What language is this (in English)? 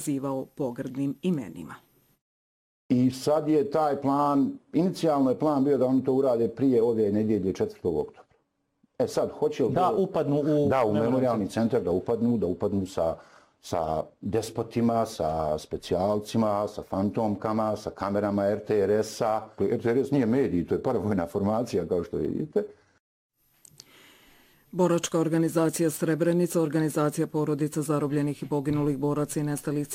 Bosnian